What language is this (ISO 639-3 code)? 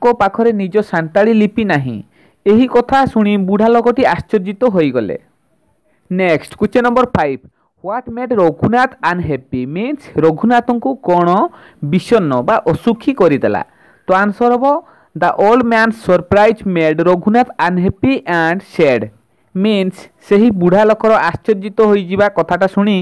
ori